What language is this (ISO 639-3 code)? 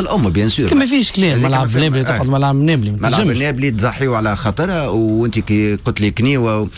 aeb